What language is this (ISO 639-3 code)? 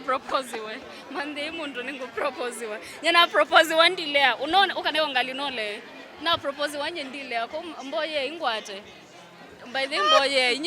kam